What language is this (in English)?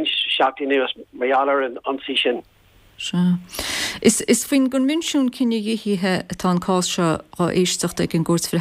Irish